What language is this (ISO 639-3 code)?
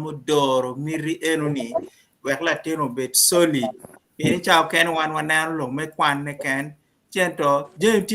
ach